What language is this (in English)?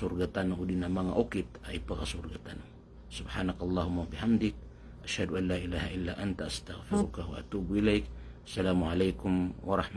Maranao